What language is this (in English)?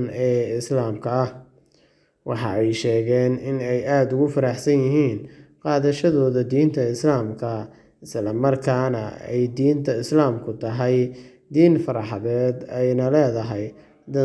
Somali